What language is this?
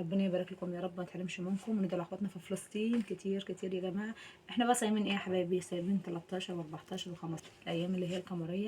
Egyptian Arabic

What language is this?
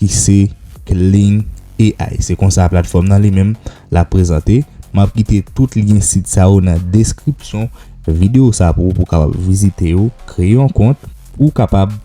Haitian Creole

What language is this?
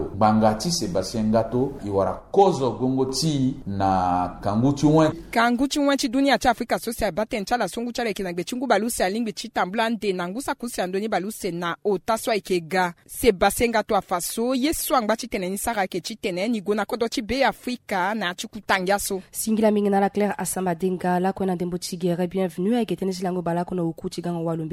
Sango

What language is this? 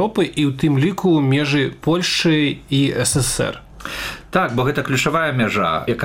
Belarusian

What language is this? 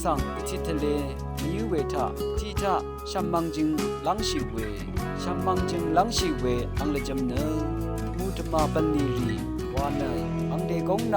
Rawang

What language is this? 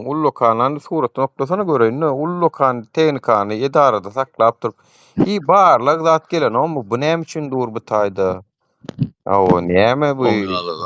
Turkmen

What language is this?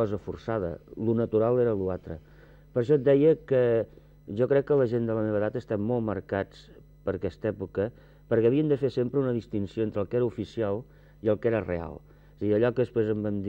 Catalan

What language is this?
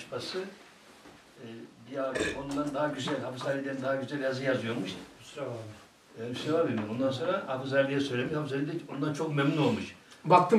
Turkish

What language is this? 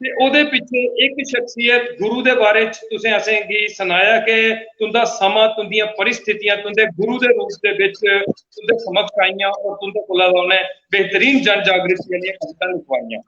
Dogri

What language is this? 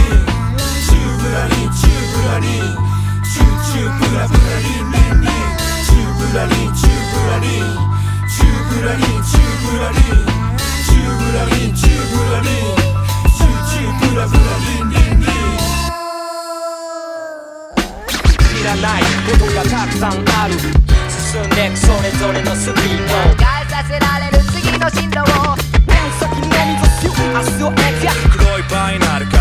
Japanese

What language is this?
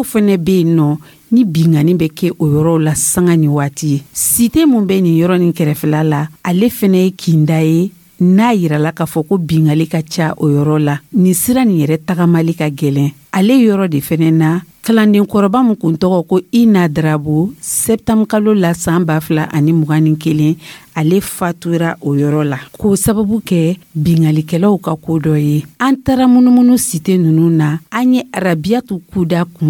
Dyula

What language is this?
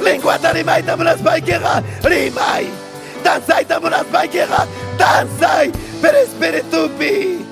Ayacucho Quechua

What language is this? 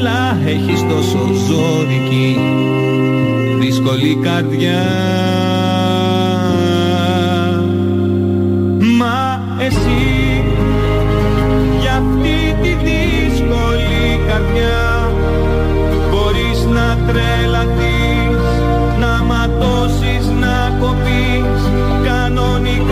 Greek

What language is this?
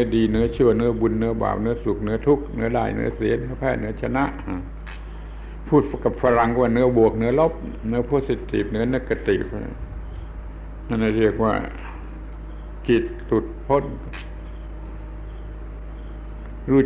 Thai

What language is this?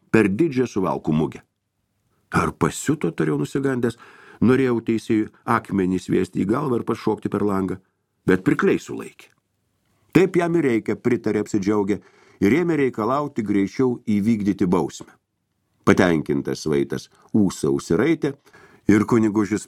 Lithuanian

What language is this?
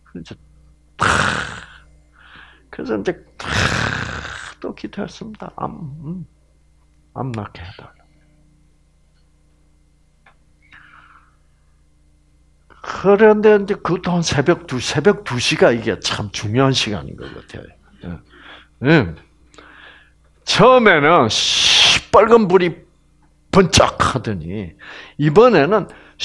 Korean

